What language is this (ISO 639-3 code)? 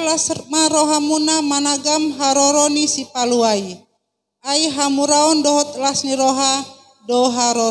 bbc